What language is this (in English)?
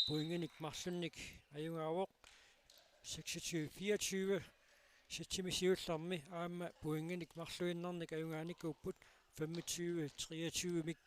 Kalaallisut